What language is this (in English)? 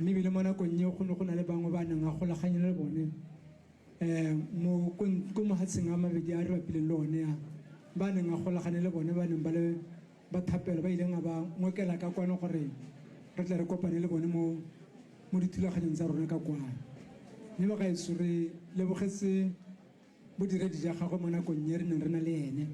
Tswana